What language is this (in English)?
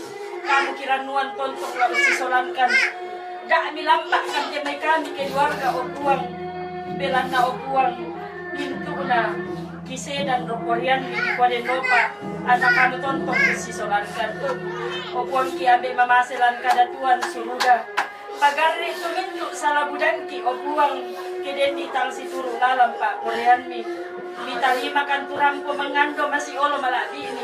Toraja-Sa'dan